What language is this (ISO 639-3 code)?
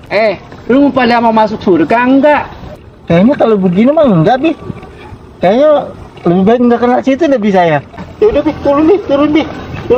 bew